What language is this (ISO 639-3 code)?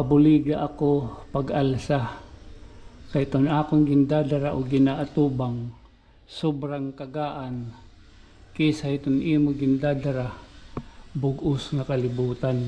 war